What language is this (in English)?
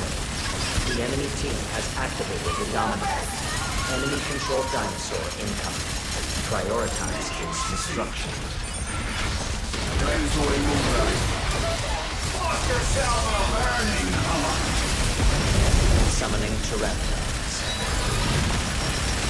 English